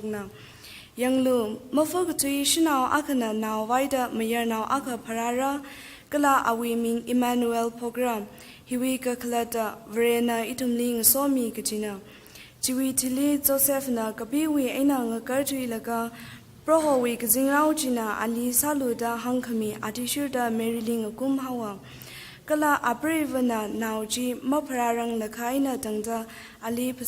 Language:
Tangkhul Naga (India)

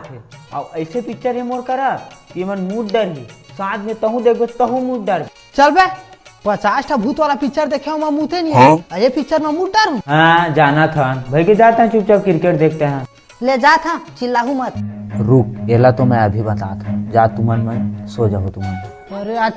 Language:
Chhattisgarhi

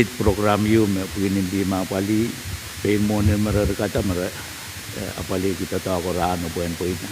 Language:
Pohnpeian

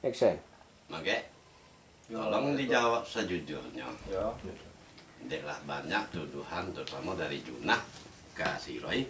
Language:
Minangkabau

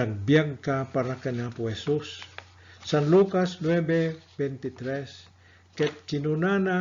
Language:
Iloko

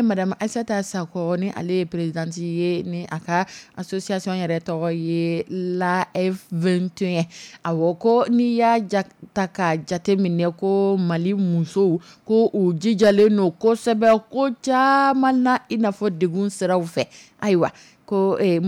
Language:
Dyula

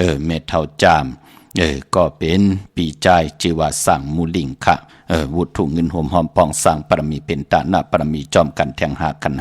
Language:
Shan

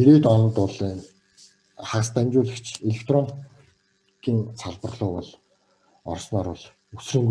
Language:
Mongolian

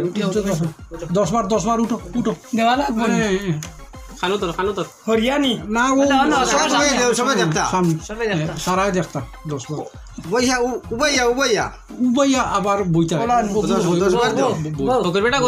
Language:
Sylheti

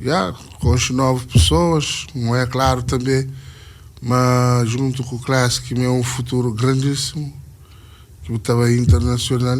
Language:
Kabuverdianu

